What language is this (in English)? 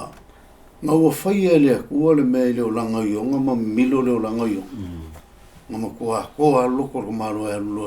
Samoan